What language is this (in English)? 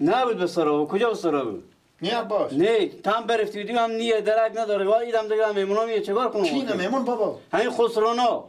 Persian